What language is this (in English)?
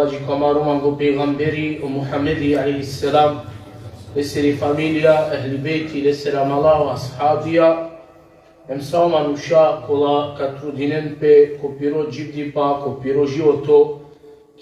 Balkan Romani